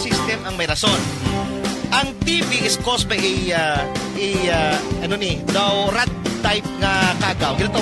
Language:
Hiligaynon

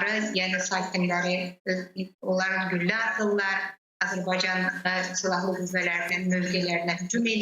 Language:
Crimean Tatar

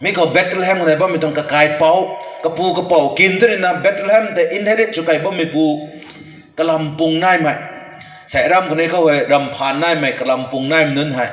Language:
Rongmei Naga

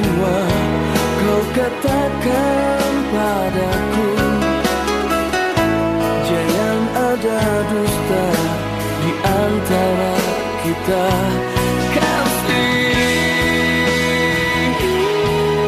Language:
Indonesian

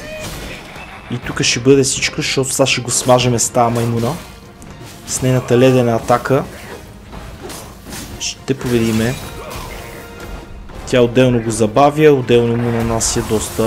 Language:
Bulgarian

